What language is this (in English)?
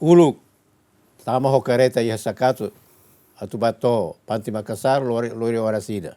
Tetum